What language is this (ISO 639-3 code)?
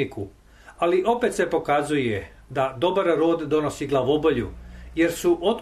srp